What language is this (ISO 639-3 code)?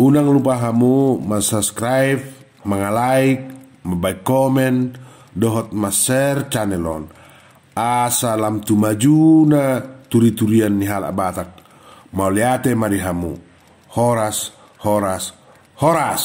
bbc